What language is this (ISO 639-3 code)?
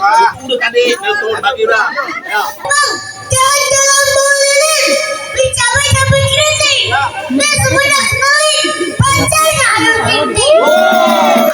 bew